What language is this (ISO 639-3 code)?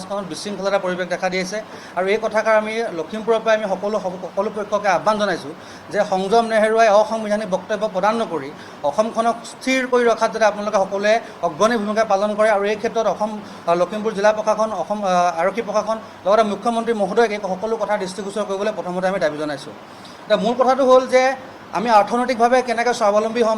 asm